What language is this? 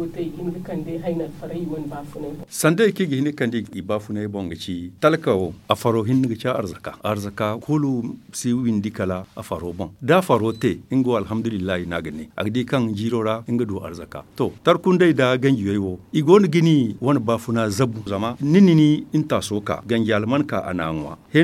Zarma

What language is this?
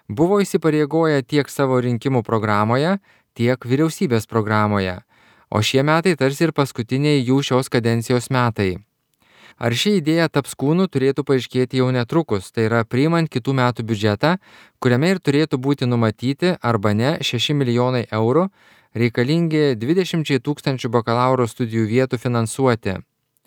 Lithuanian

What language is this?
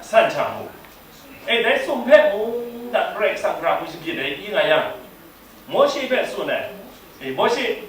Kachin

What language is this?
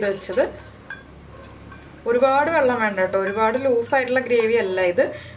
Malayalam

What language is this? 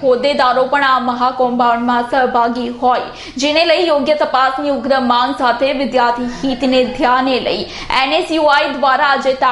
Gujarati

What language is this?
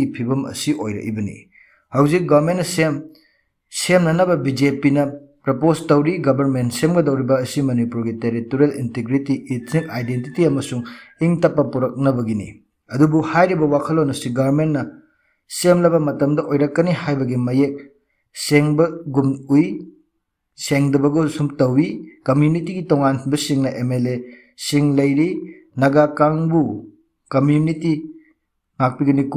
Manipuri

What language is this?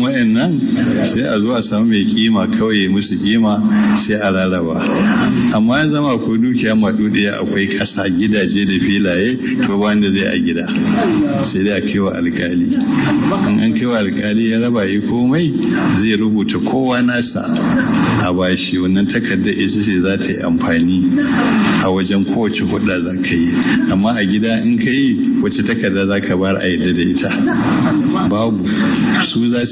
Hausa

